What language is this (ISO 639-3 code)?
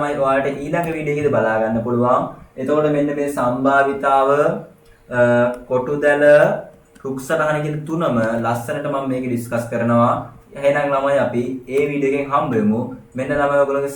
sin